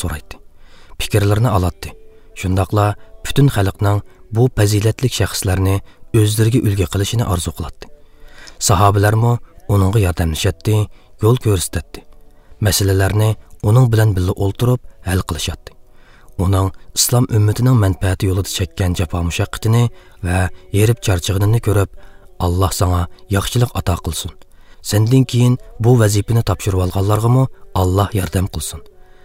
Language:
Uyghur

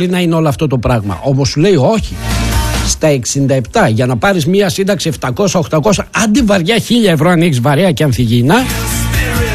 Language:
Greek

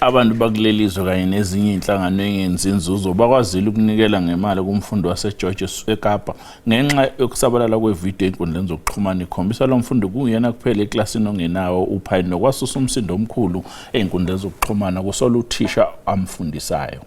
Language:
Zulu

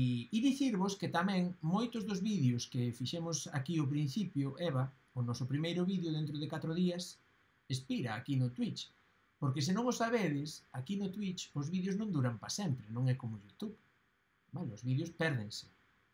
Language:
Galician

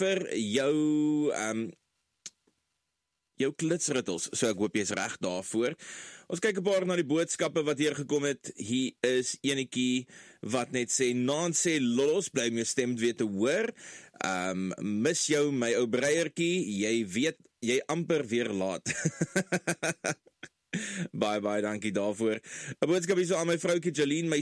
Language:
Afrikaans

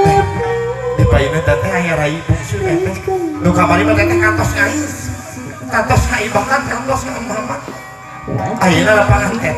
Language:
Sundanese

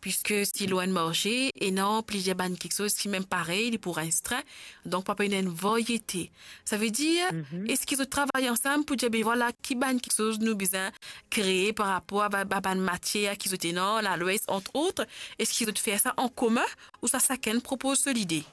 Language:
Morisyen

